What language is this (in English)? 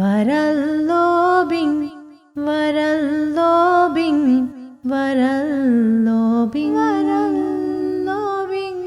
Divehi